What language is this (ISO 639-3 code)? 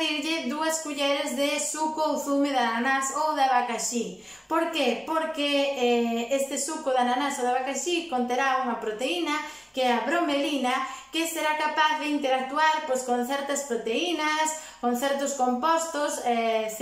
glg